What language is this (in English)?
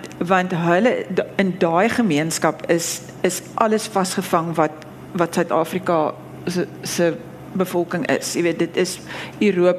Afrikaans